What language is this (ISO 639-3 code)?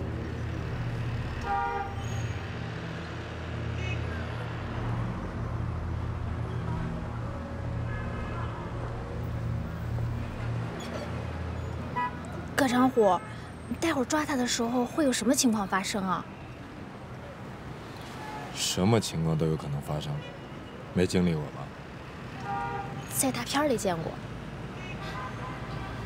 zho